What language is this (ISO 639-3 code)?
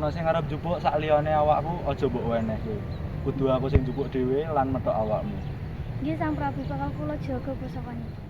jav